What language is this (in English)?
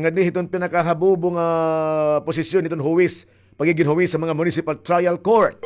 Waray